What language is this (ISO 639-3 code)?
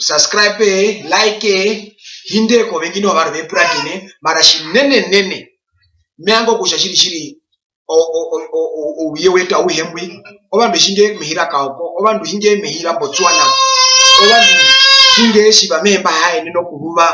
her